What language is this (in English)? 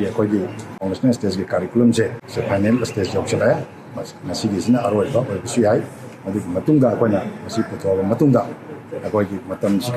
Manipuri